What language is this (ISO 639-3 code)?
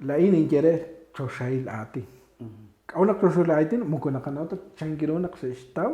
kek